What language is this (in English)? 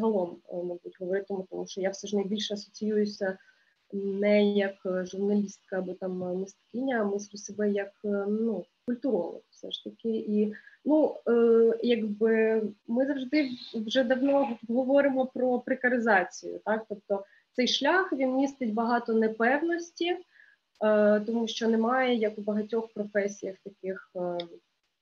Ukrainian